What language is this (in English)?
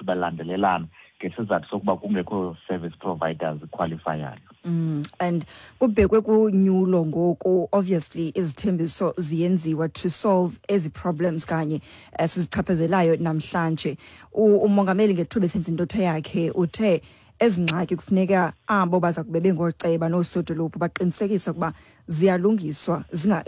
Xhosa